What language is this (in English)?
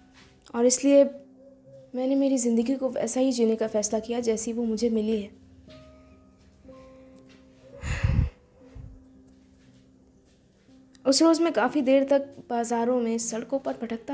Hindi